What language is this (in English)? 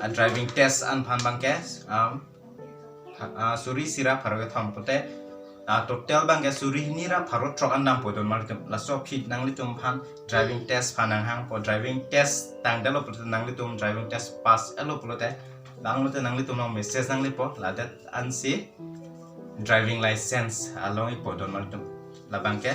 Karbi